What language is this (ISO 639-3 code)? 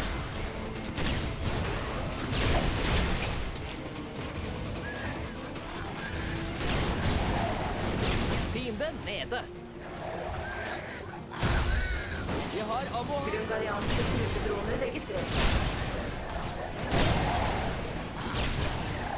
nor